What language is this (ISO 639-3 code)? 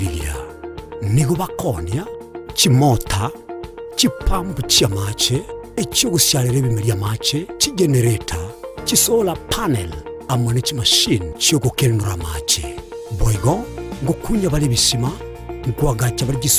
guz